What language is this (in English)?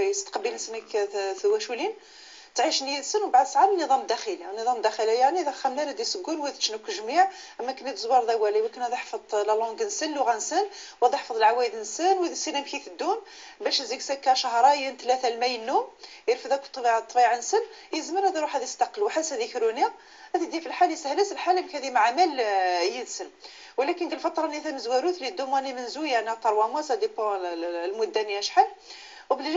Moroccan Arabic